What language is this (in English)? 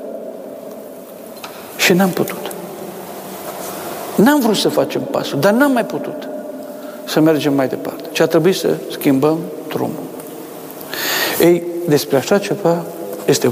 Romanian